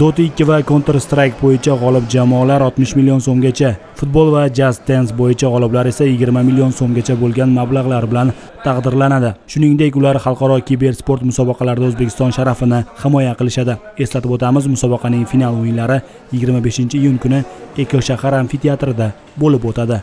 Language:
Uzbek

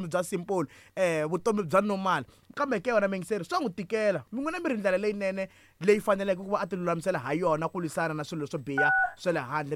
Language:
Tsonga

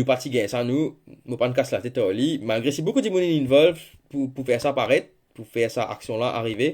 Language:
Morisyen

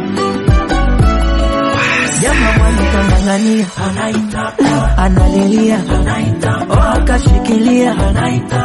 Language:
Swahili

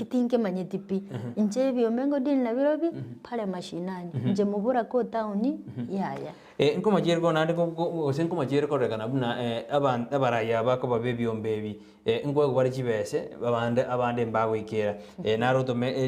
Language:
Gusii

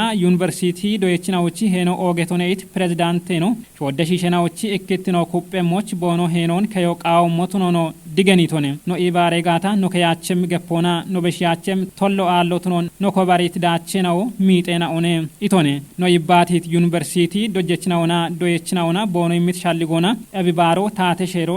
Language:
Kafa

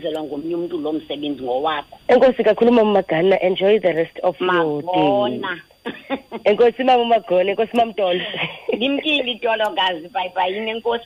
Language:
Xhosa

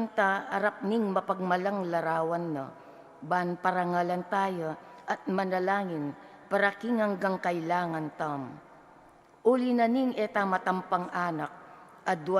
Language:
Pampanga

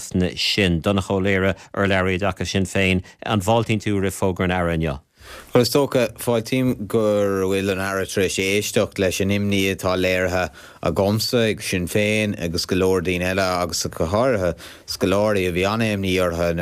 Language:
Irish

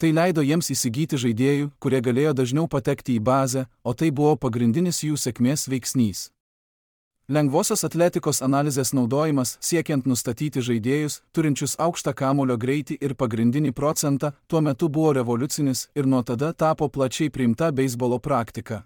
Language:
Lithuanian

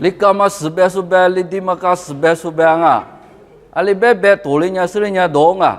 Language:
Lisu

